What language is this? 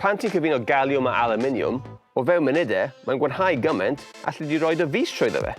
Welsh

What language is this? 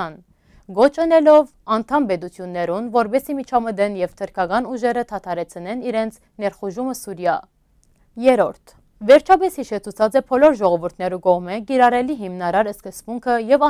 Western Armenian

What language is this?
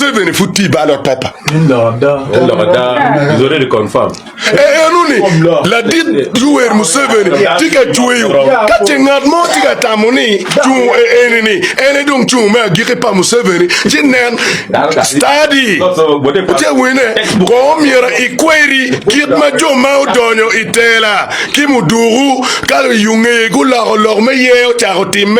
Acoli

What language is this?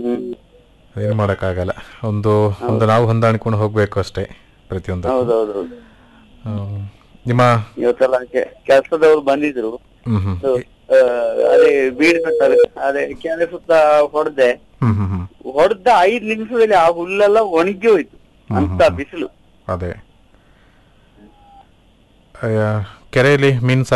Kannada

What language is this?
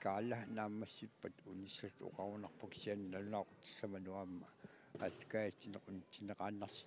Kalaallisut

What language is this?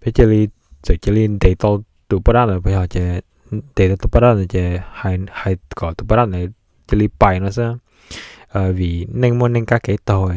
Hmong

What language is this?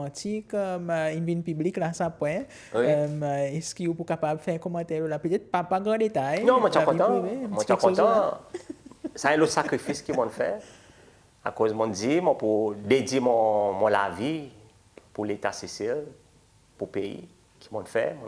Seselwa Creole French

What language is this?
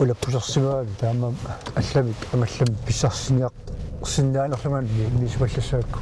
Kalaallisut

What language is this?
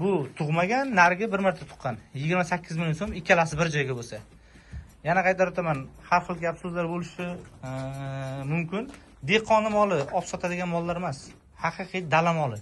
Uzbek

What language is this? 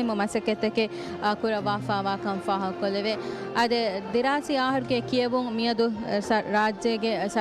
Divehi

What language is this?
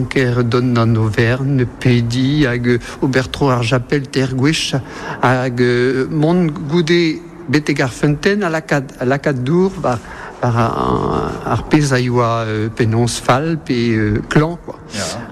Breton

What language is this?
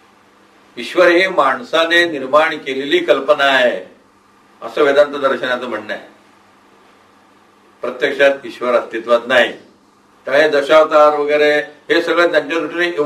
Marathi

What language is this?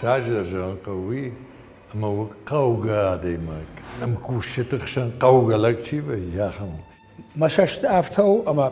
Ossetic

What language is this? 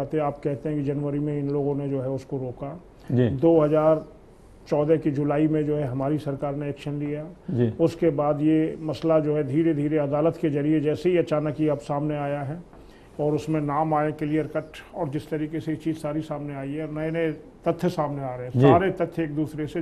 Hindi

